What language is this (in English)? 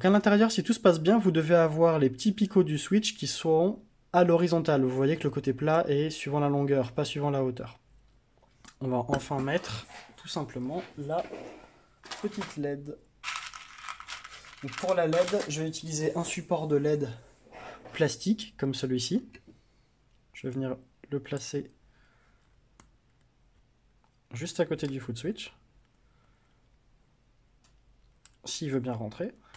French